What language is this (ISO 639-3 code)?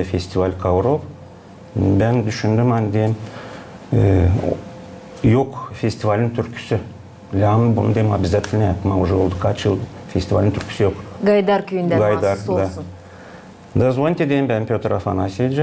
gag